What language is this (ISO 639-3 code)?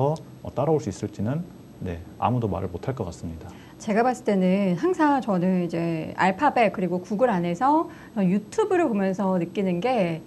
kor